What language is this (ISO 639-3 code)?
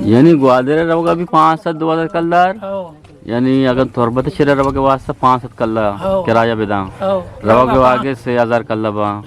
bgp